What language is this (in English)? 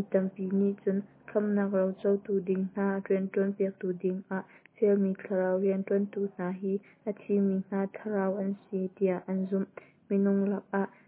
Hakha Chin